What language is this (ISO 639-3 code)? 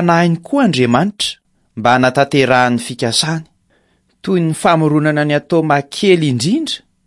mlg